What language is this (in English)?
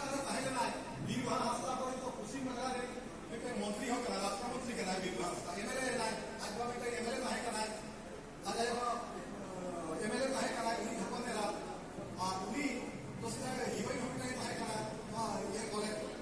Santali